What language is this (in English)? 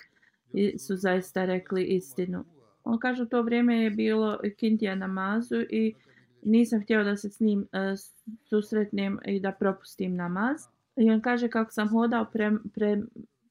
Bosnian